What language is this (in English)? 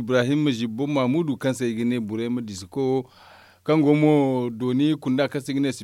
Zarma